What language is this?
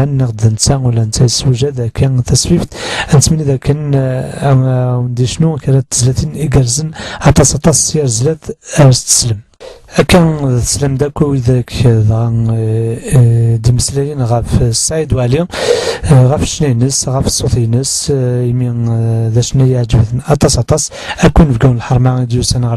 Kabyle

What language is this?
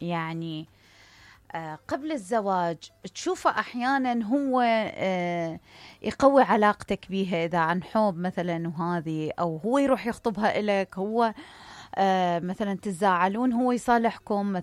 Mesopotamian Arabic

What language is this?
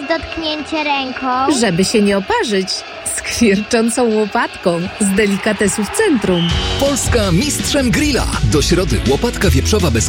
Polish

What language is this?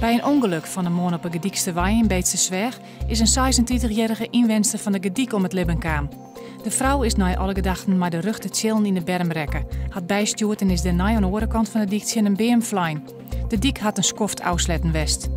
Western Frisian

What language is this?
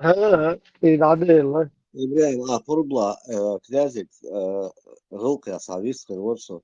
Chechen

